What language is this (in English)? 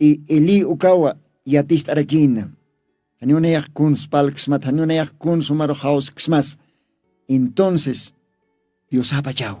Aymara